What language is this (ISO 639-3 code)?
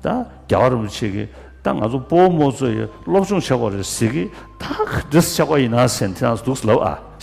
bod